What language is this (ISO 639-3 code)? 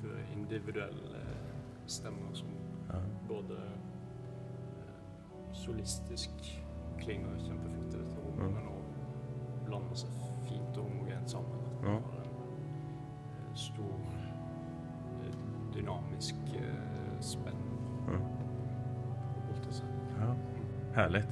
swe